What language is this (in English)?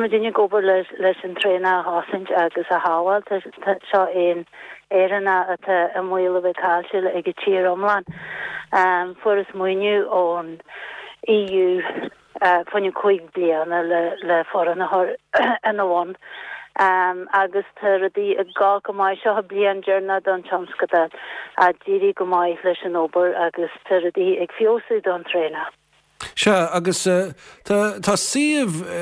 Irish